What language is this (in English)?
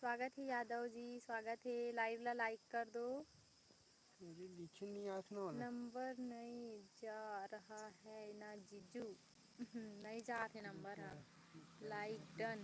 Chhattisgarhi